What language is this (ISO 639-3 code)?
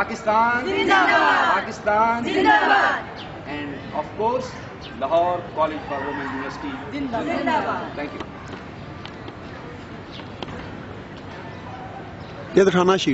urd